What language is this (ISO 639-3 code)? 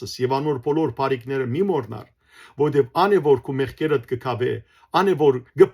hyw